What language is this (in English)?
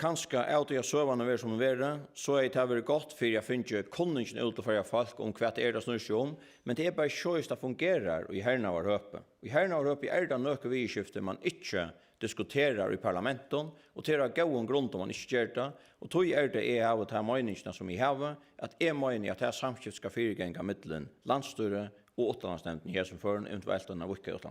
Faroese